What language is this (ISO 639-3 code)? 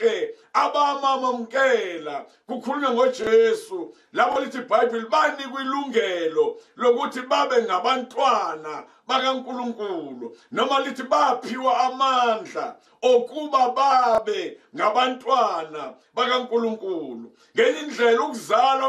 zul